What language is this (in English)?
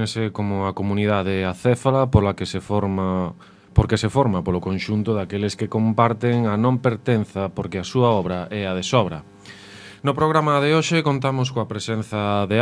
Galician